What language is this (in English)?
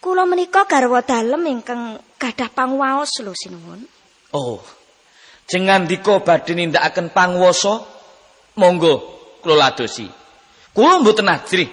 Javanese